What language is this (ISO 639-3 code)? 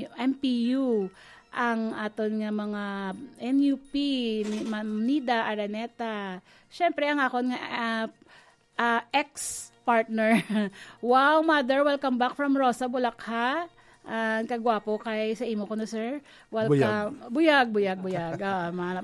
hil